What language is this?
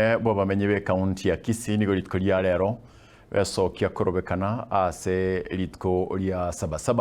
Gusii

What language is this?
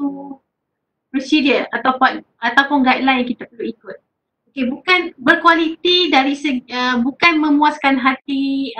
Malay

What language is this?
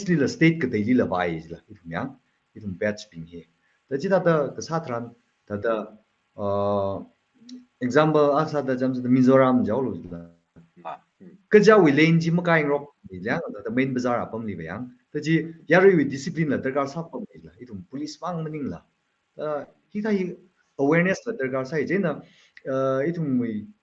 Tangkhul Naga (India)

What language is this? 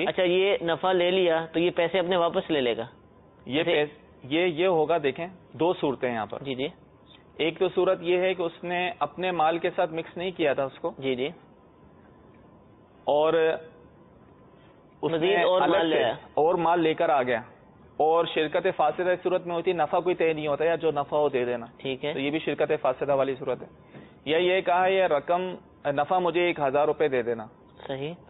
Urdu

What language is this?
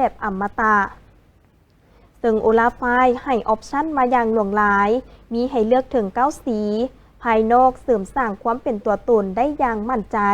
Lao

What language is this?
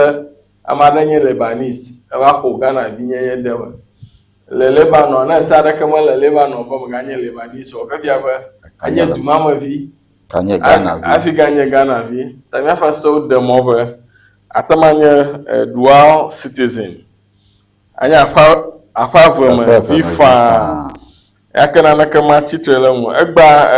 Ewe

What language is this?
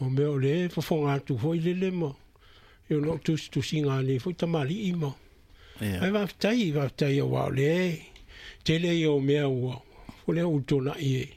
Samoan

